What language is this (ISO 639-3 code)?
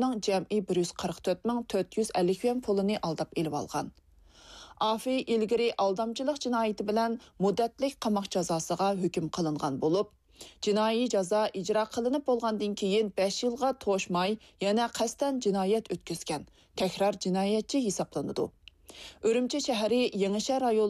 uig